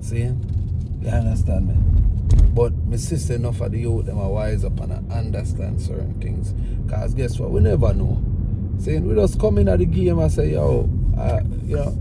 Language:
Jamaican Creole English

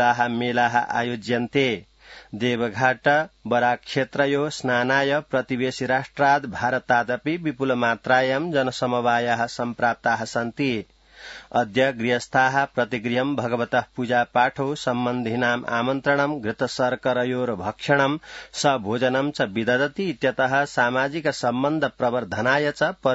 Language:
Sanskrit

